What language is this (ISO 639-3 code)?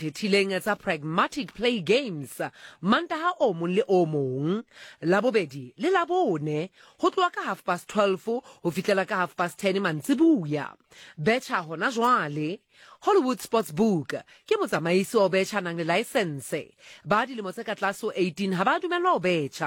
sot